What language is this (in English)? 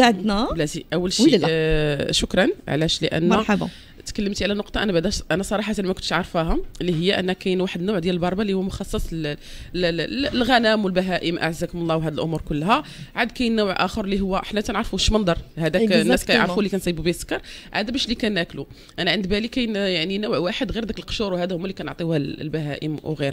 Moroccan Arabic